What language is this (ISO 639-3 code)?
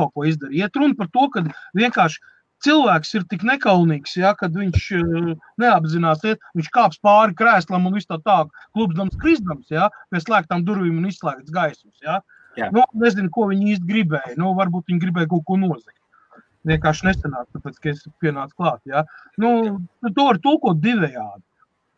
lav